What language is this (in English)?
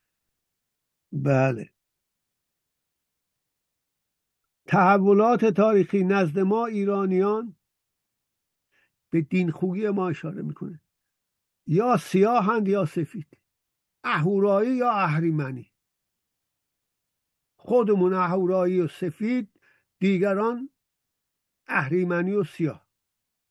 Persian